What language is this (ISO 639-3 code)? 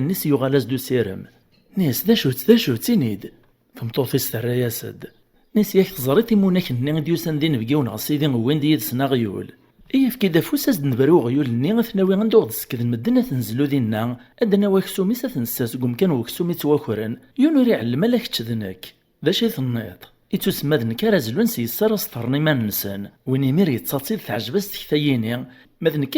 kab